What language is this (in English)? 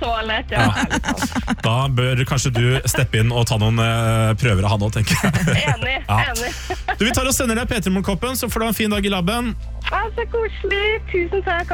Norwegian